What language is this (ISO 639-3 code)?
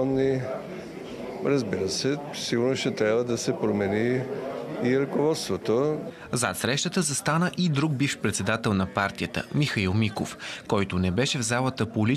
bul